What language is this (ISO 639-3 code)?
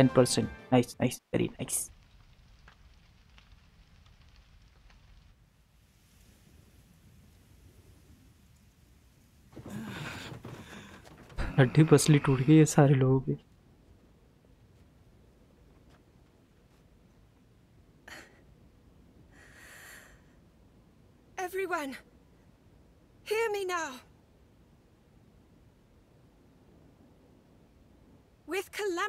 hin